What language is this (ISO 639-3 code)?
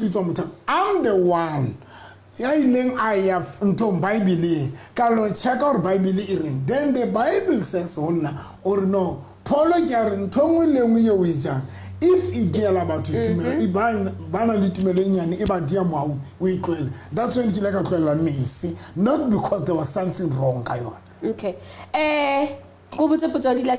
sot